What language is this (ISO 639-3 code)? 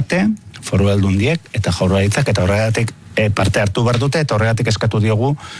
eus